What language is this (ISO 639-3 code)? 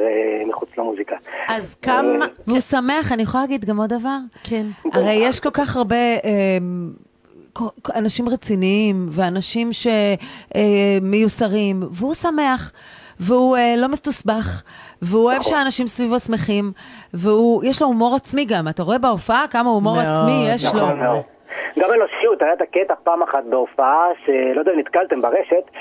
heb